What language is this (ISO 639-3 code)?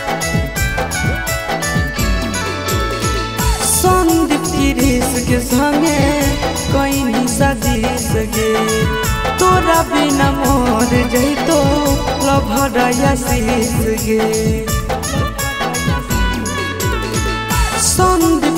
mag